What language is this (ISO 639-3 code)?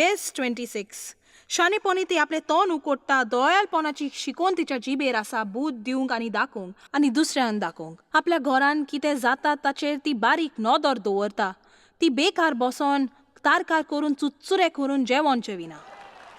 kok